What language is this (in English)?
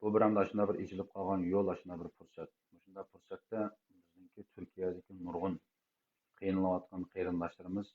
Uyghur